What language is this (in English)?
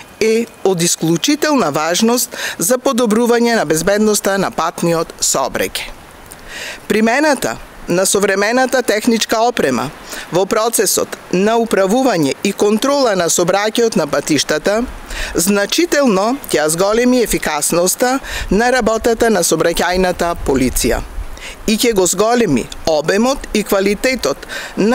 Macedonian